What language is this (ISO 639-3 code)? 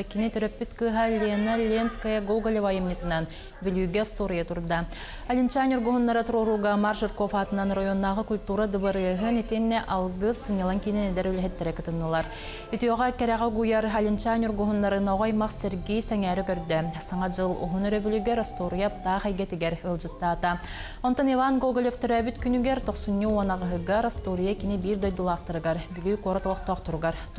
sah